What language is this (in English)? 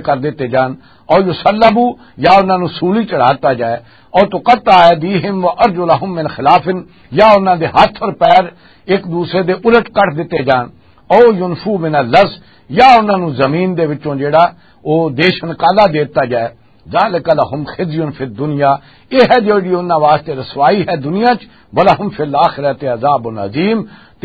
Western Panjabi